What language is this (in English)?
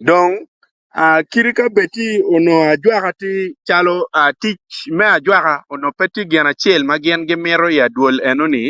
Acoli